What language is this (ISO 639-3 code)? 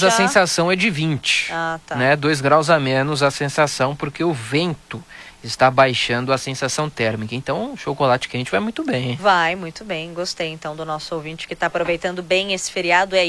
por